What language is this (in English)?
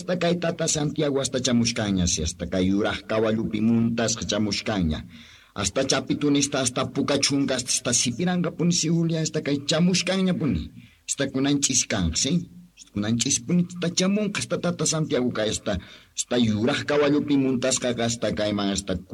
South Bolivian Quechua